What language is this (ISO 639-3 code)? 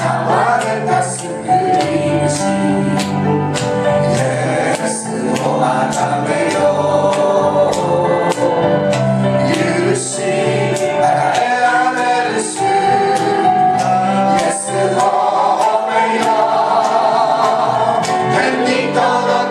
jpn